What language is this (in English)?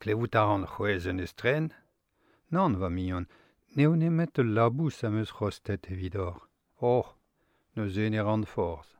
Breton